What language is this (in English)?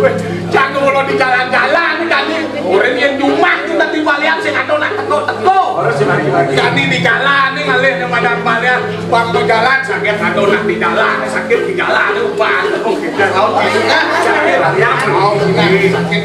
Balinese